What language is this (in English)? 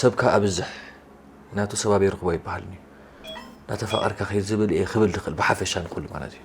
Tigrinya